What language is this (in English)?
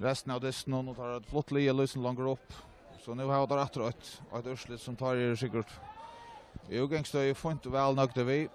Faroese